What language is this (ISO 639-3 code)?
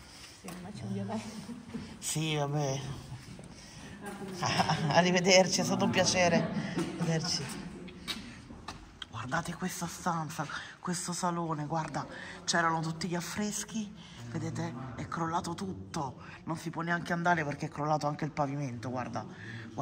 ita